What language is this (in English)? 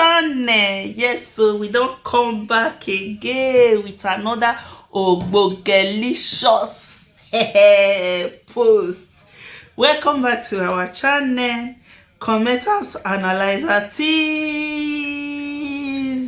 Nigerian Pidgin